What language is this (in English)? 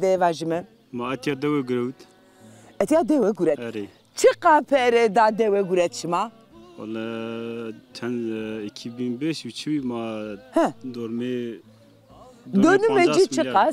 Zaza